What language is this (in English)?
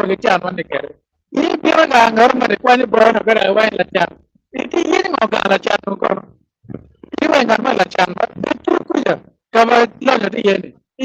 Acoli